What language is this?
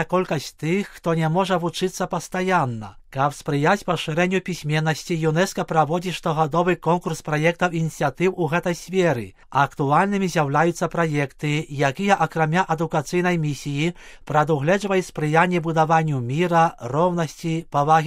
Belarusian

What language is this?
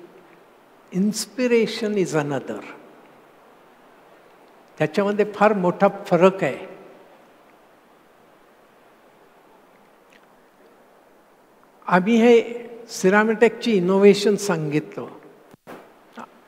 Marathi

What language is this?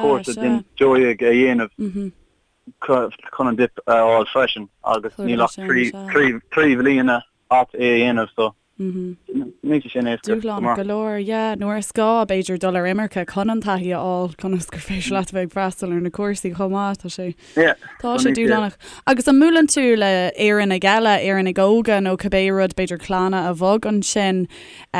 Irish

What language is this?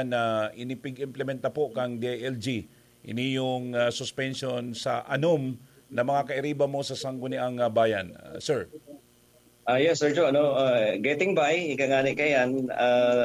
Bikol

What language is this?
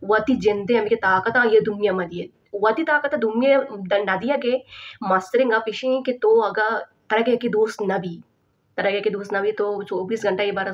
Baluchi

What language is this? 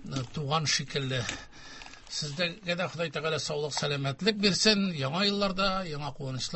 Tatar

